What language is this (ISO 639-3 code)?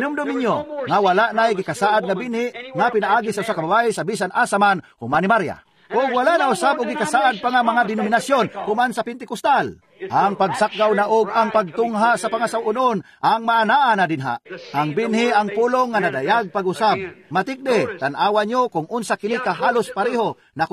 ceb